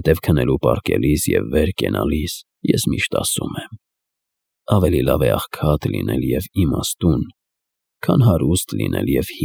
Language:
Armenian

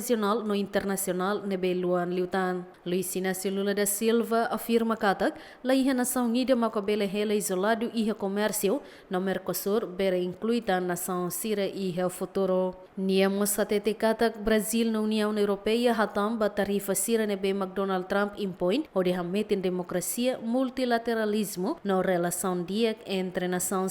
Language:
Tetum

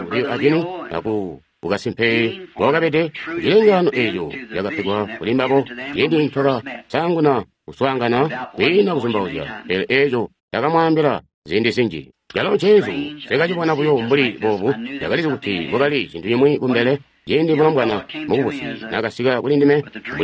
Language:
Tonga (Zambia)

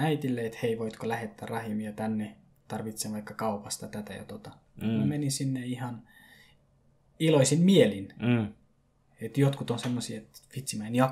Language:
Finnish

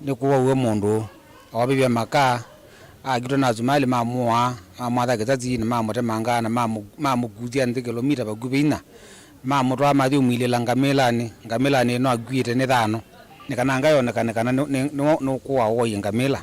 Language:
Kamba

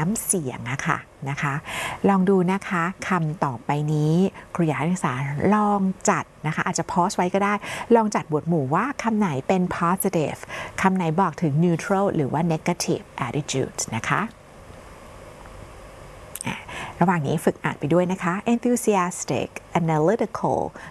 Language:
Thai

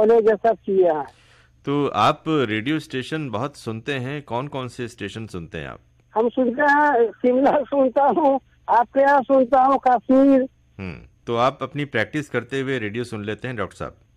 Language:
Hindi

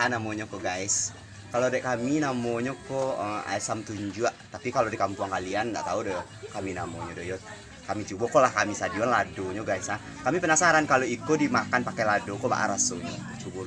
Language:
Minangkabau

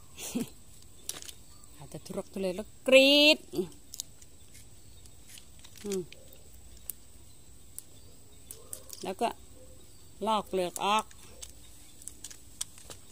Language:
Thai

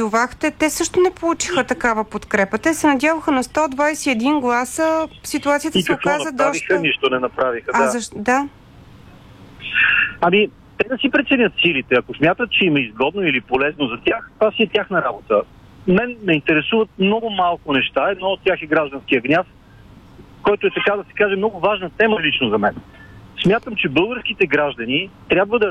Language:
Bulgarian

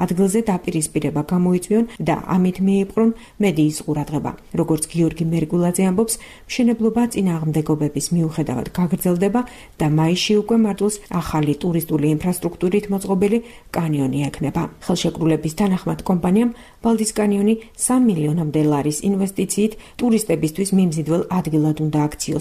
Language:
Georgian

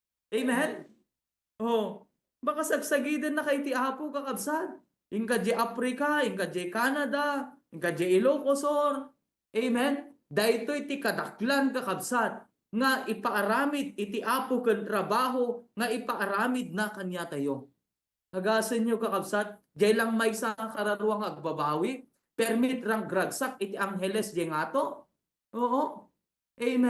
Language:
Iloko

